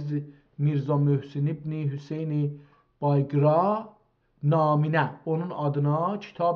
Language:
South Azerbaijani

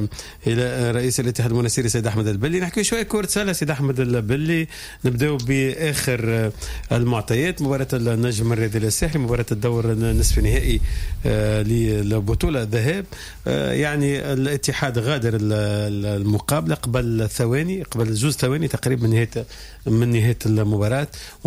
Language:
Tunisian Arabic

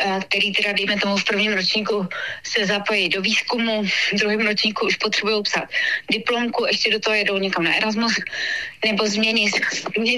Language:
Czech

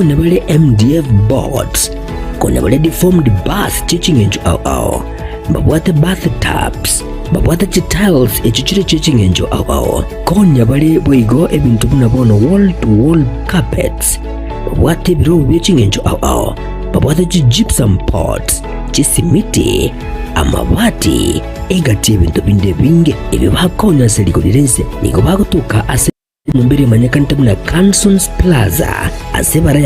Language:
Gusii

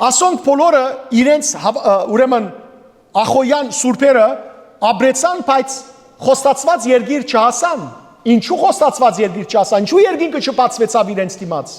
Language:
Western Armenian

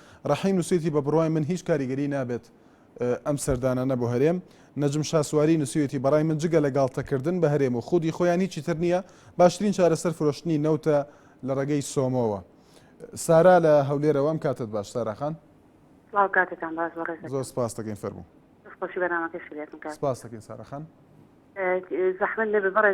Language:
Central Kurdish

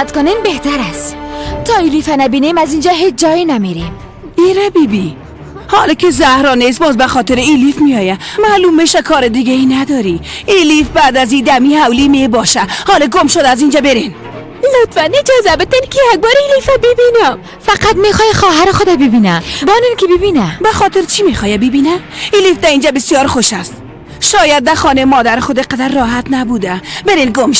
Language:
Persian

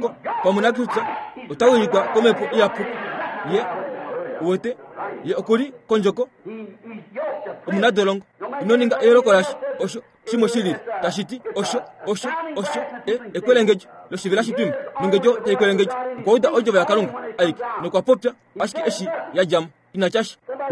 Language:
Kuanyama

